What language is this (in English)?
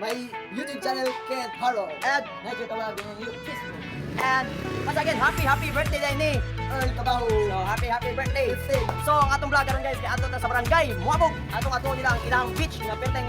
Cebuano